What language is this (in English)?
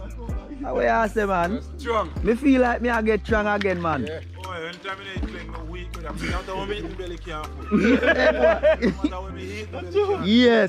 Jamaican Creole English